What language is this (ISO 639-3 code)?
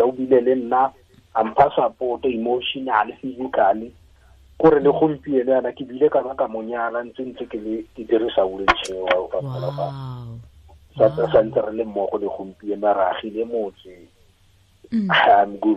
tsn